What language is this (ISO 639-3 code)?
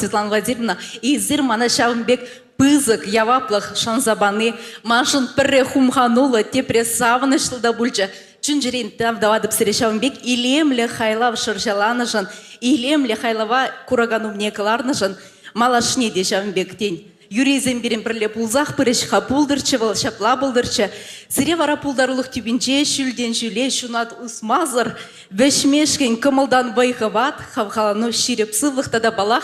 chv